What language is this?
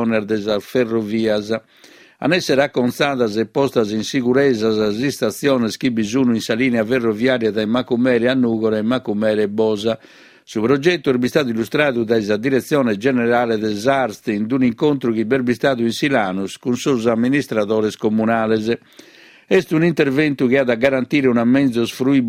Sardinian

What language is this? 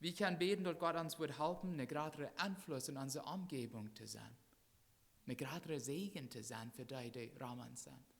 Plautdietsch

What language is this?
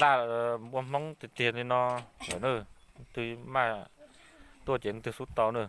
Hmong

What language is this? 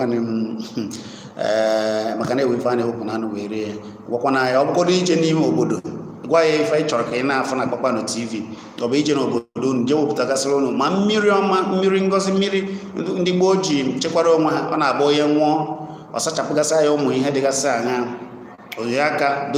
Igbo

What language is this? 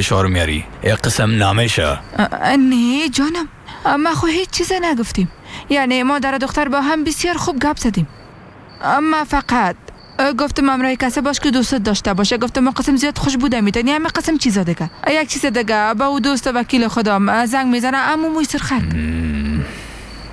Persian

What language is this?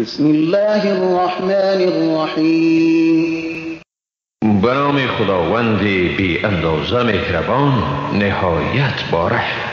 Persian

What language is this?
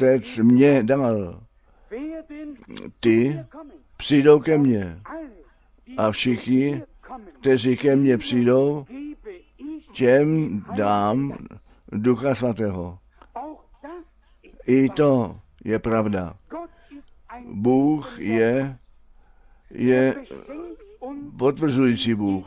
Czech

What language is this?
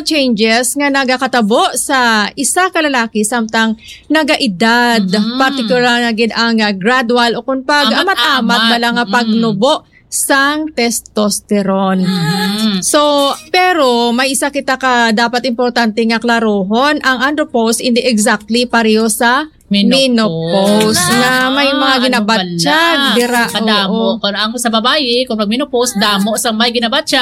Hiligaynon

